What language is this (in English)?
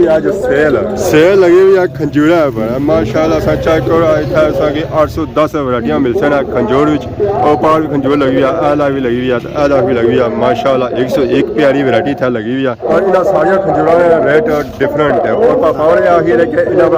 Pahari-Potwari